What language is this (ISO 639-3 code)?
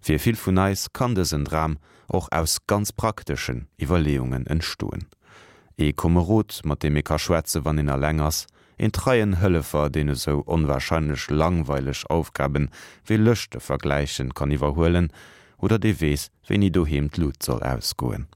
ltz